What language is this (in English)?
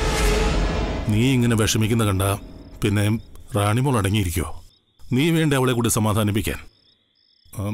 Malayalam